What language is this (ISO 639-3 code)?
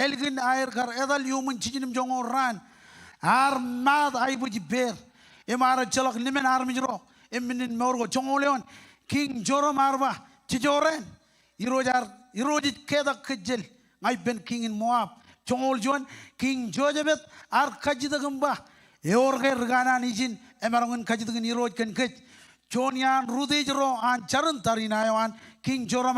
mah